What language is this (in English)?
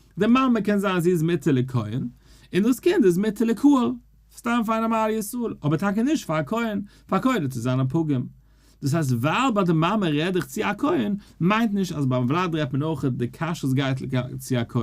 Yiddish